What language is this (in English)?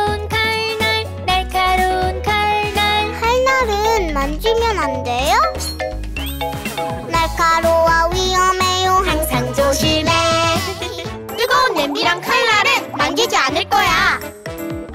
Korean